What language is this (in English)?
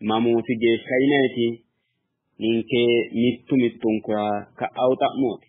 Sidamo